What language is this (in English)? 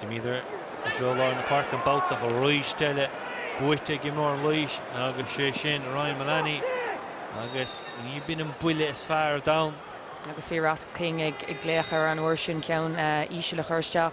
Irish